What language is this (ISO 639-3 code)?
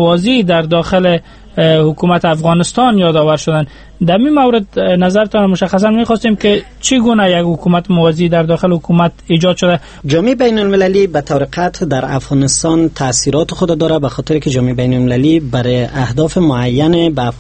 fas